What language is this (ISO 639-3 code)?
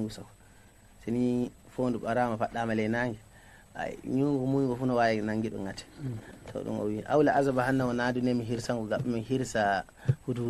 ful